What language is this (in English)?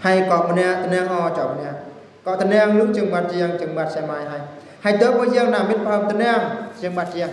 Eastern Bru